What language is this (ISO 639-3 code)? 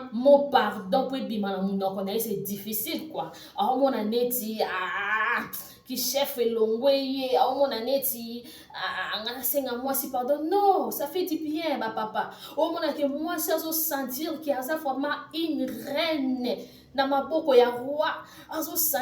lin